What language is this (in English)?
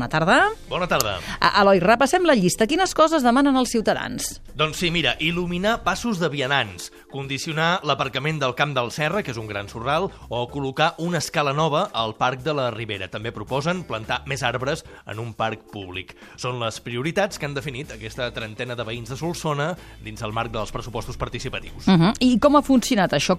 Catalan